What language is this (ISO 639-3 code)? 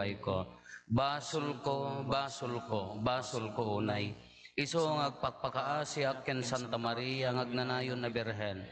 ilo